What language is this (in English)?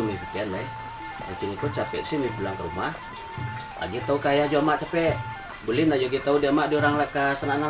Minangkabau